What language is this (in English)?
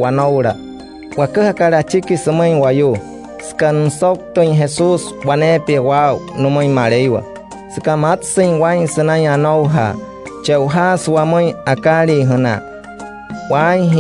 Wayuu